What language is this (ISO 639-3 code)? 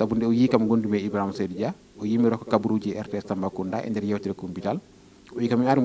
ful